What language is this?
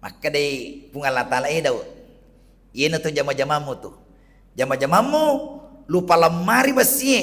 Buginese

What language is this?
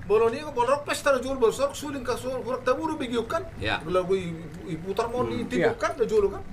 Batak Toba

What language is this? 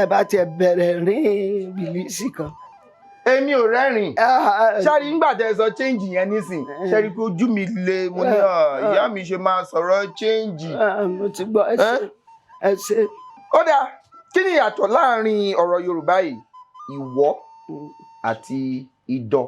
Yoruba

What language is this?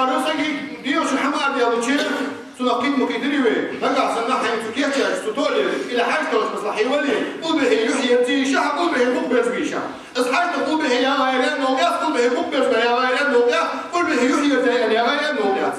Ingush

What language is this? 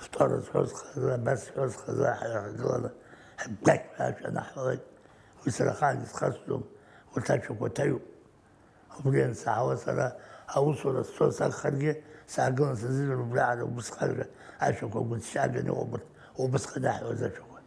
Abkhazian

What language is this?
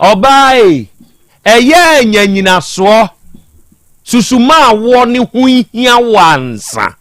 Akan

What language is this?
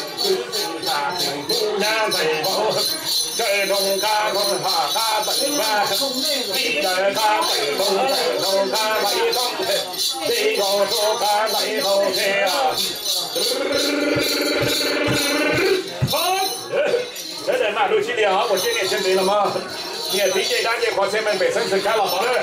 Vietnamese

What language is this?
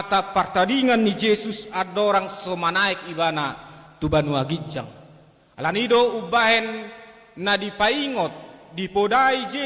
Batak Toba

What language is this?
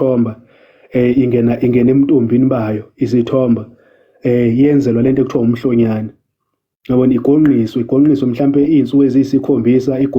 Zulu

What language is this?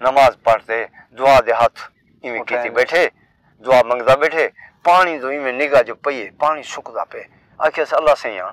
Saraiki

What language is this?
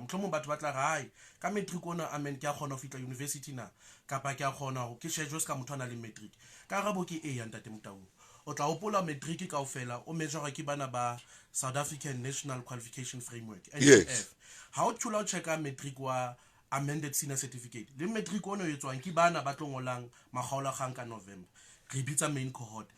Southern Sotho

